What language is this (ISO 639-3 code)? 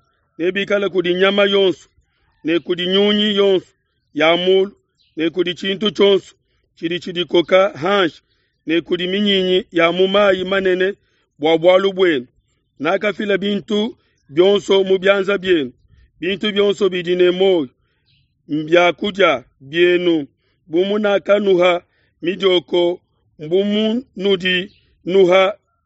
lua